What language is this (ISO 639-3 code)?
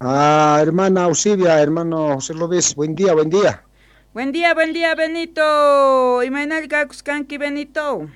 quh